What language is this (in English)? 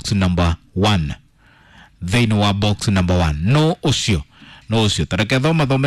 Kikuyu